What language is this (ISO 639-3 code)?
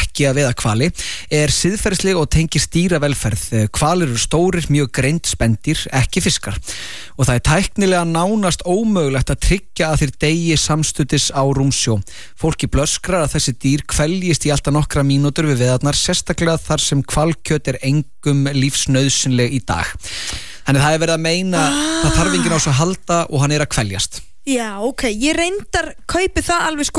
isl